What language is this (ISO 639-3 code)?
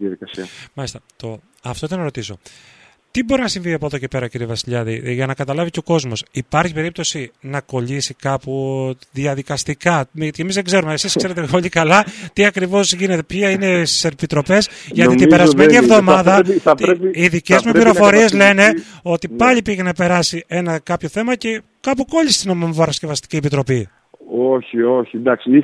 ell